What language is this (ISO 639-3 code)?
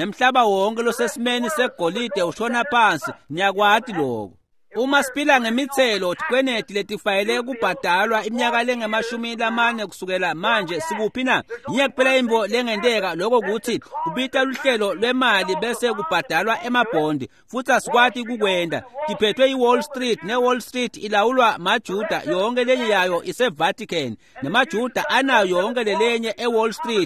ssw